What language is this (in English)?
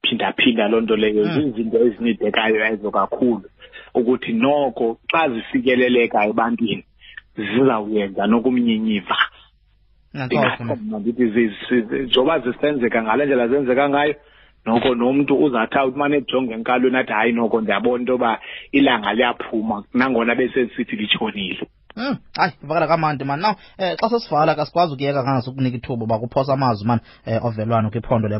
Xhosa